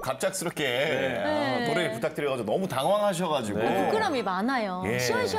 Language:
Korean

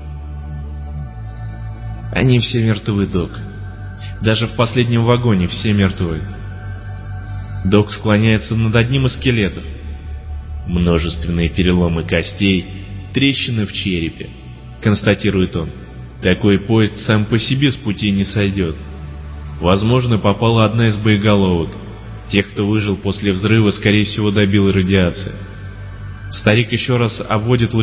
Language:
Russian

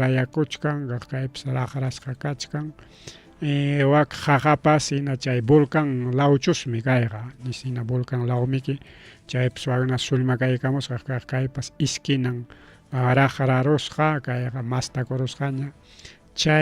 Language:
Ayacucho Quechua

